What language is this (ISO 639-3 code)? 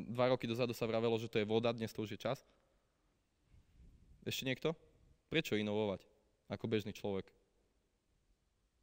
slk